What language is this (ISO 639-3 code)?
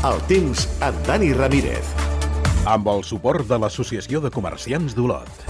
cat